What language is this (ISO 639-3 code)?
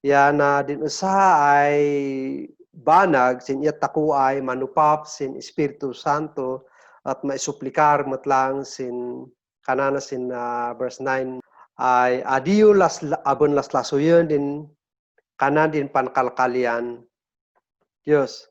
kne